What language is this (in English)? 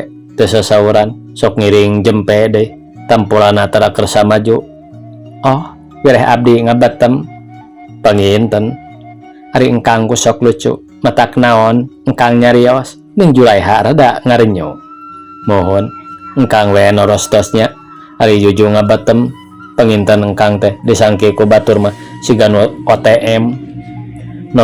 Sundanese